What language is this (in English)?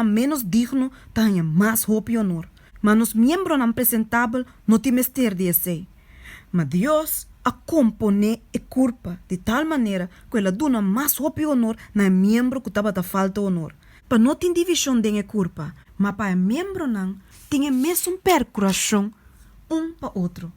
Papiamento